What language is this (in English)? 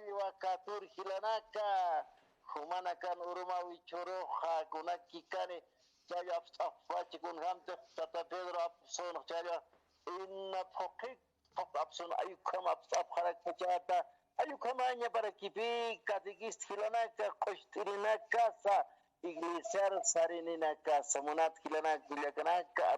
Aymara